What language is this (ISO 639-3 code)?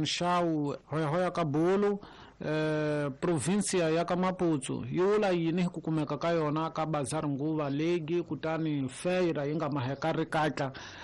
tso